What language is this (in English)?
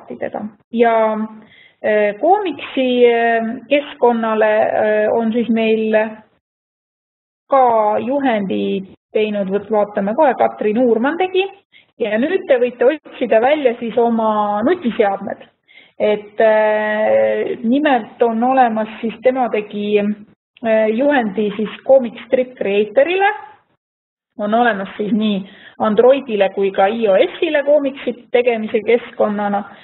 Estonian